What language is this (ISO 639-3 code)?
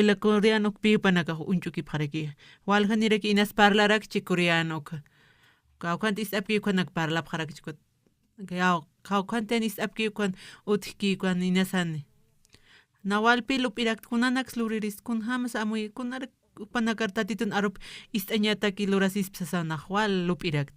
aym